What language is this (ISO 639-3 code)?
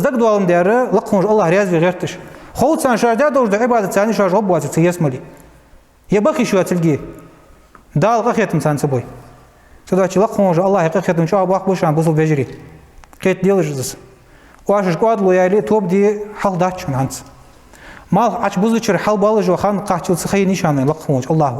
inh